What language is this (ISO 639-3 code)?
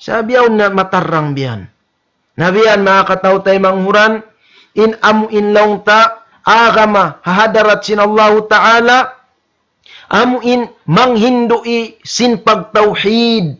tsg